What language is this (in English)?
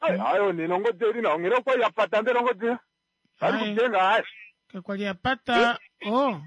Kuanyama